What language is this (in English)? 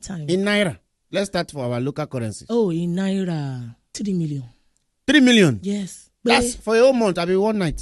Nigerian Pidgin